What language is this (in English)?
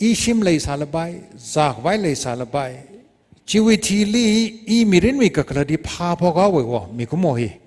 Tangkhul Naga (India)